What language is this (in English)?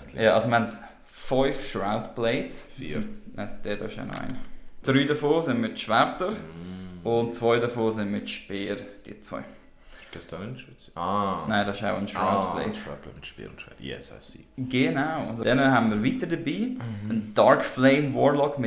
Swiss German